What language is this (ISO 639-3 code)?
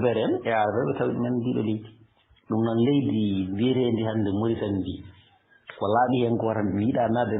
ful